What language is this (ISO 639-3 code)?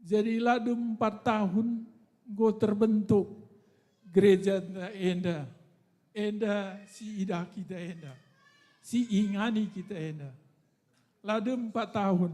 btx